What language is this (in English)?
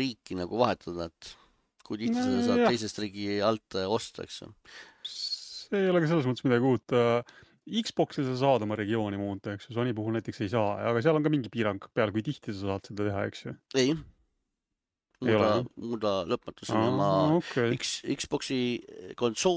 Estonian